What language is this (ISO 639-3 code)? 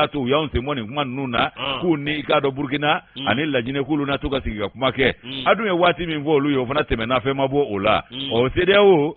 bam